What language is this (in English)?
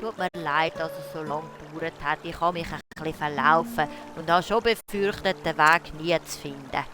Swiss German